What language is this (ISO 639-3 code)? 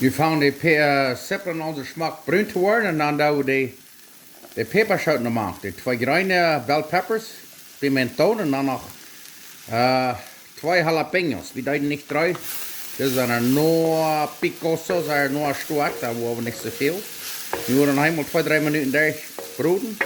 pdt